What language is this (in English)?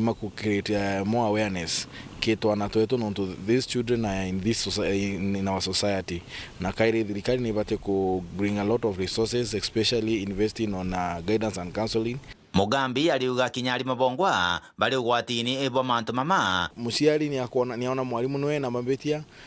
Meru